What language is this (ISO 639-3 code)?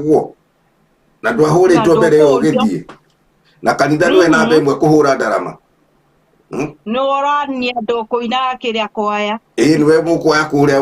kik